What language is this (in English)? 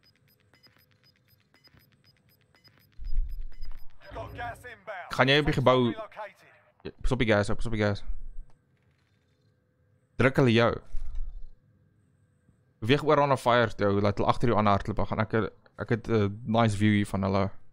Afrikaans